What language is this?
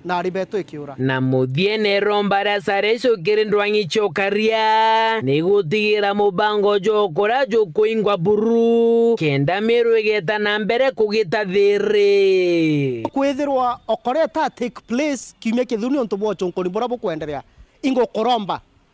Meru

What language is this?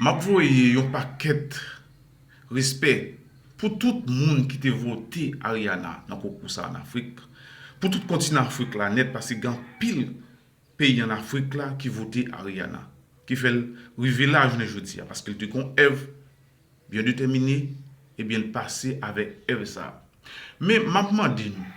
Haitian Creole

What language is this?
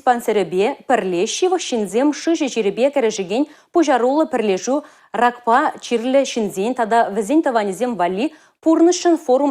Chuvash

